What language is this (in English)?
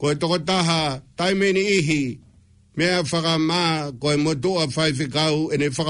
Tongan